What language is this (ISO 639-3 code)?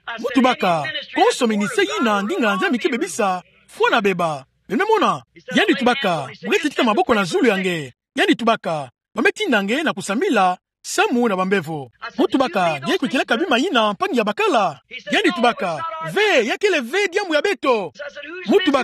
ktu